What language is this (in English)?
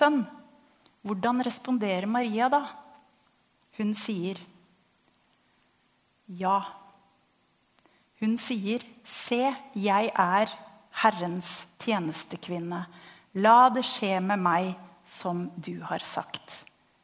Norwegian